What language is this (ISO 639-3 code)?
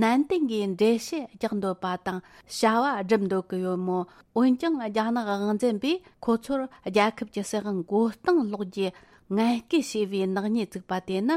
bod